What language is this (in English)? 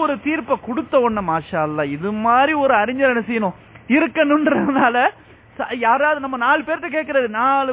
Tamil